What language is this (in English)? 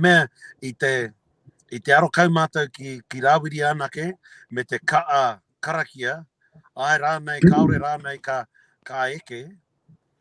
Māori